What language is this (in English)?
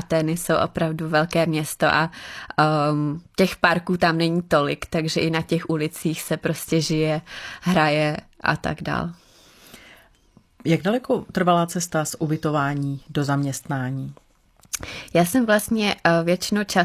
Czech